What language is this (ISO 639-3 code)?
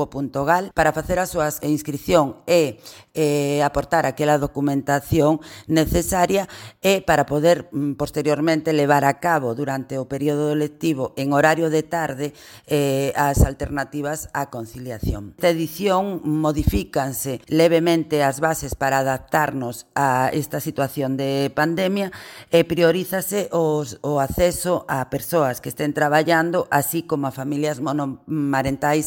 glg